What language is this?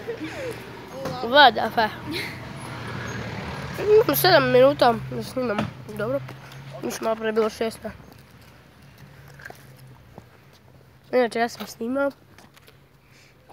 Serbian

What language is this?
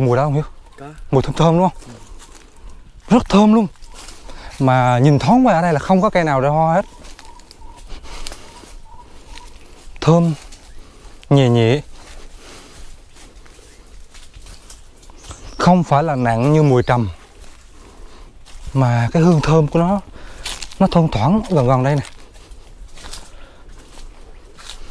Vietnamese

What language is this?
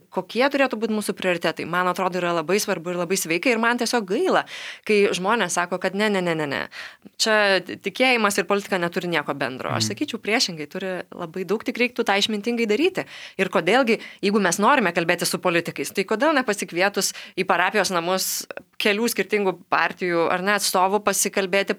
Lithuanian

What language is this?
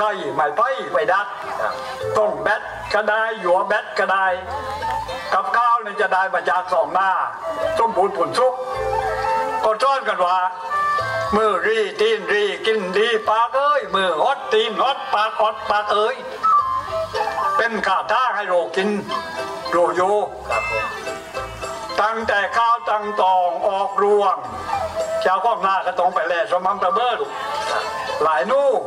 Thai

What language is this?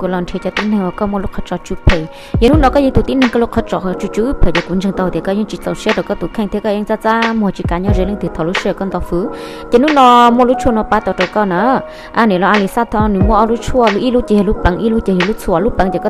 Hmong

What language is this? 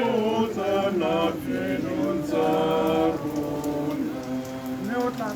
Tswana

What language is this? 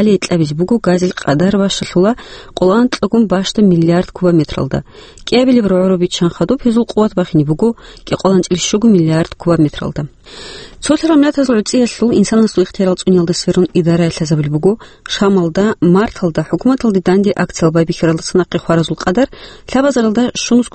Avaric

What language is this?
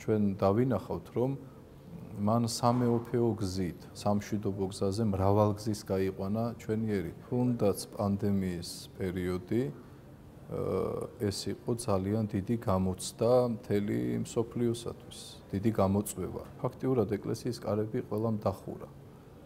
Georgian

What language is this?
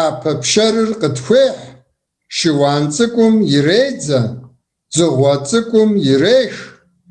Kabardian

